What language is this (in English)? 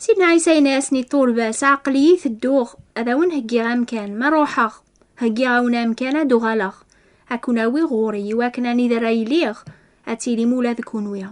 Kabyle